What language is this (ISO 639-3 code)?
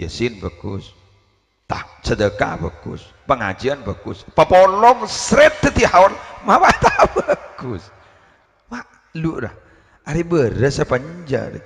mad